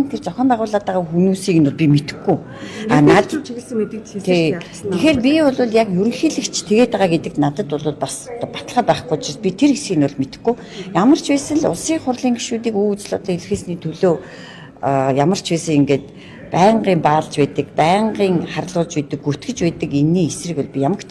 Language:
Mongolian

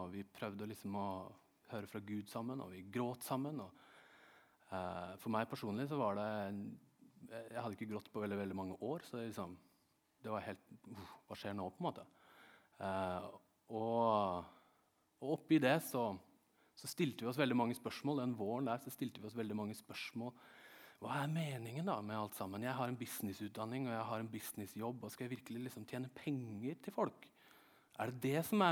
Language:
Norwegian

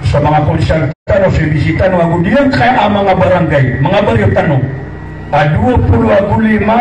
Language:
Maranao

